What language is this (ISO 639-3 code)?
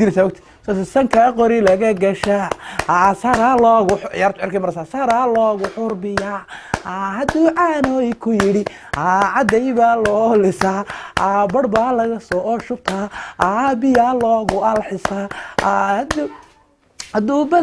som